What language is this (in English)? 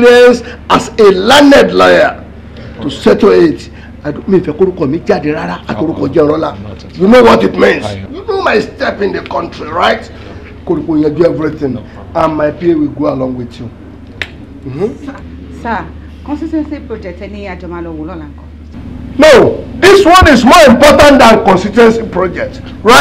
Yoruba